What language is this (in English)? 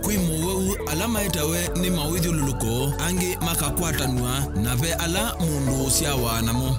Kamba